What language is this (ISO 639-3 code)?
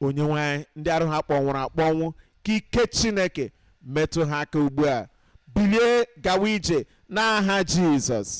ibo